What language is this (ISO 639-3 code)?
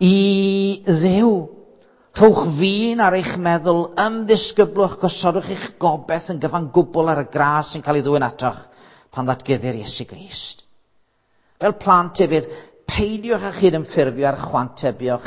cym